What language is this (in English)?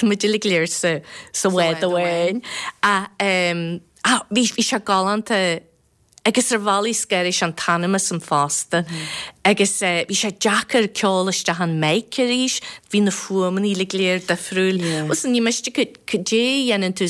Irish